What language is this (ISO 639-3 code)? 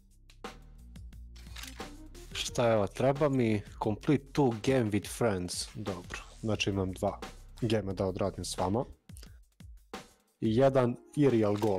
srp